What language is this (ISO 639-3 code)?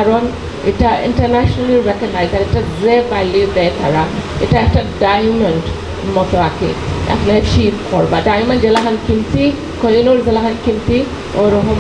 syl